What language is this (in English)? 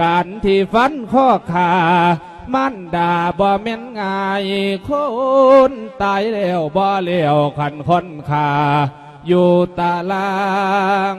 Lao